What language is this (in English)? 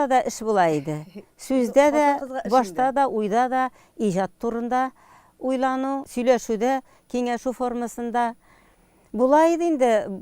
Tatar